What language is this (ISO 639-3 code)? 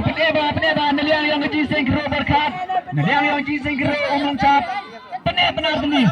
kha